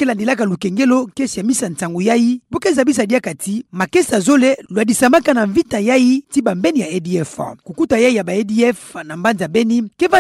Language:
Kituba (Democratic Republic of Congo)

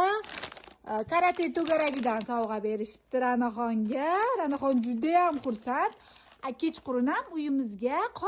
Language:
Uzbek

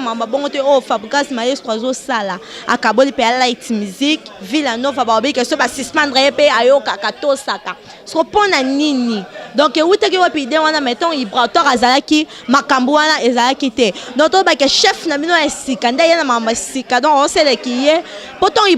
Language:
Lingala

